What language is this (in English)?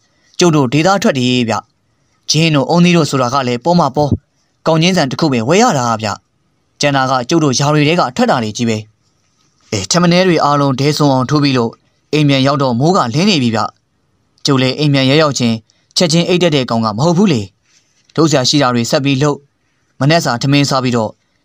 Burmese